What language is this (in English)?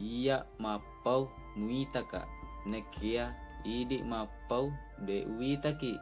Buginese